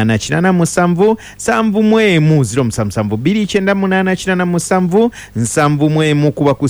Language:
Ganda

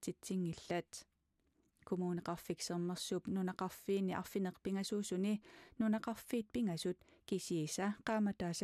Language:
Kalaallisut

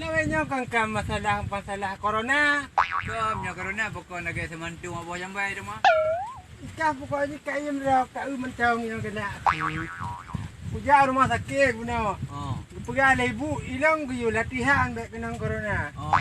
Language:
Achinese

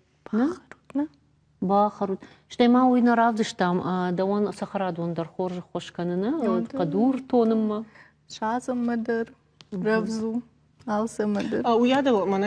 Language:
Ossetic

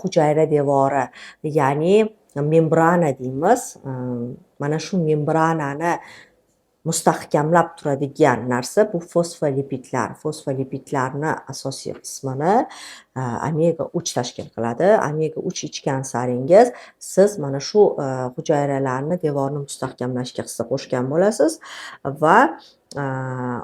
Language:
Uzbek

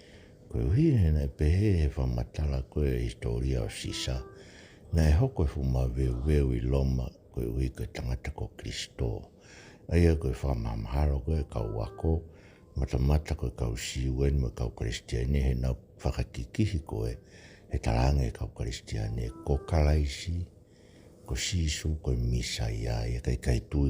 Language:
Tongan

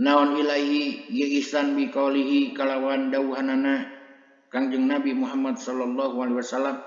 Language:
Sundanese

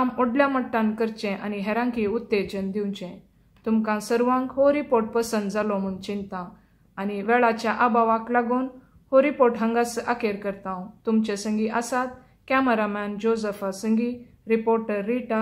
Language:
Konkani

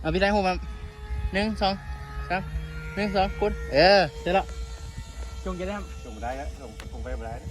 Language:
Lao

